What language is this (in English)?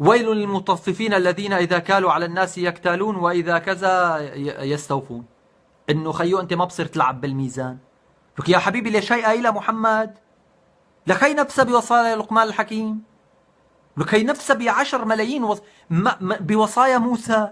North Levantine Arabic